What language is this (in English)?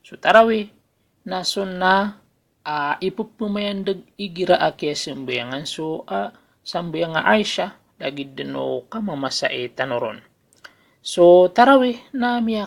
Maranao